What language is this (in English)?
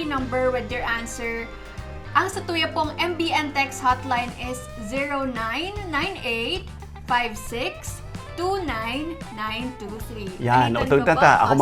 Bikol